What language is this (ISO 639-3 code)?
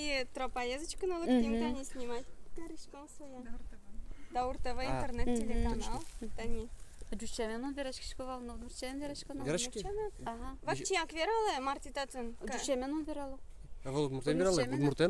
udm